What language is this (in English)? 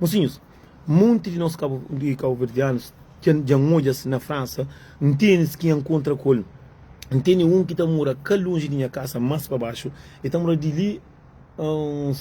Kabuverdianu